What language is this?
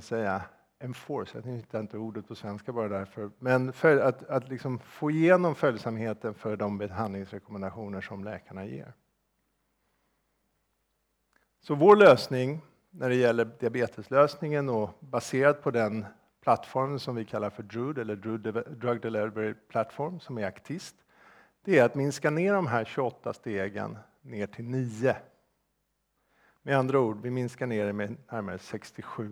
Swedish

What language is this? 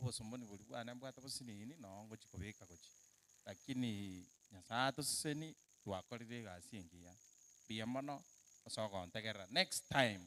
Gusii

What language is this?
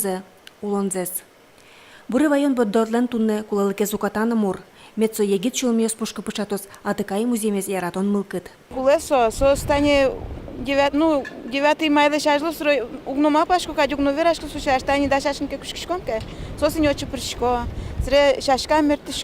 Udmurt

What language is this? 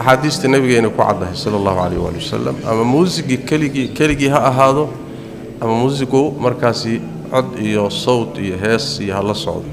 Somali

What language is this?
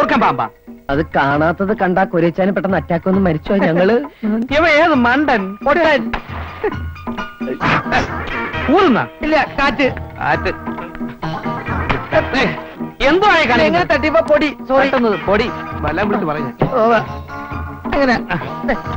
Malayalam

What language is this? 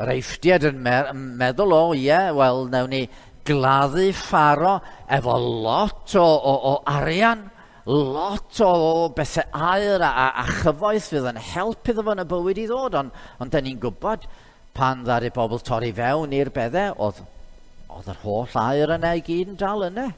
Welsh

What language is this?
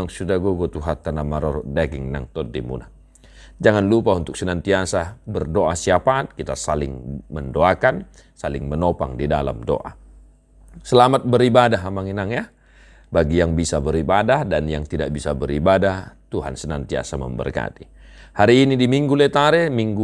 Batak Toba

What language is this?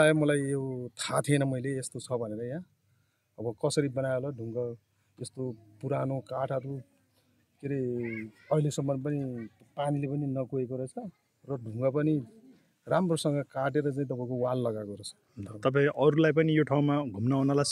Nepali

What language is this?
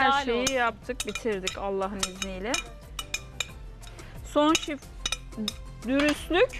Turkish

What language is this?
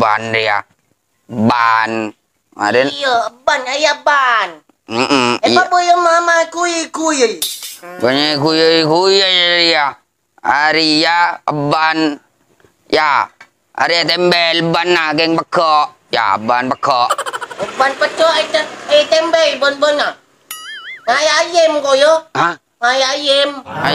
Madurese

